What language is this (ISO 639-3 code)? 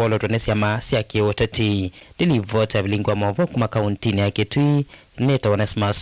kam